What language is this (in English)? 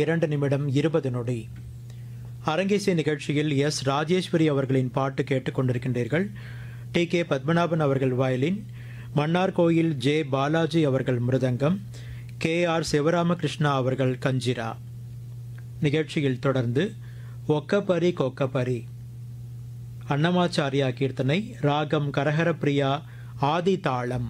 Tamil